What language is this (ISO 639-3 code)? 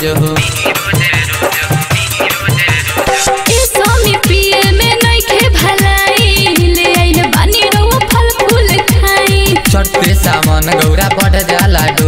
bho